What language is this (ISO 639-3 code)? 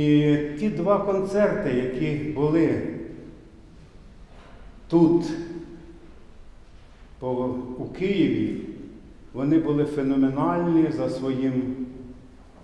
ukr